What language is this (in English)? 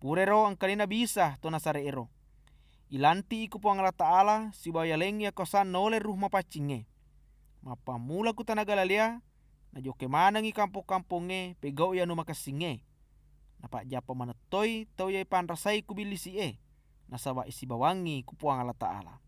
Buginese